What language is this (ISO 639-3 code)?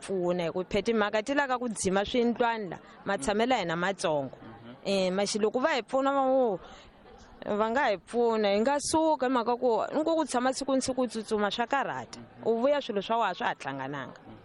tso